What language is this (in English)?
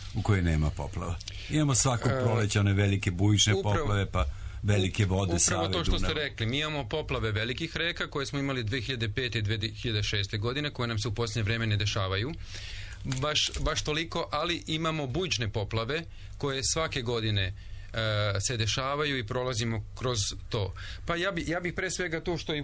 Serbian